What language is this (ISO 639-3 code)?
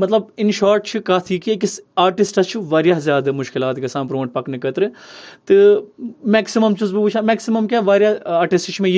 kas